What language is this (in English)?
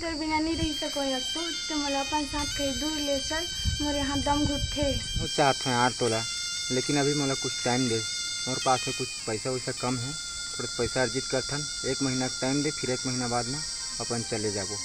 Chhattisgarhi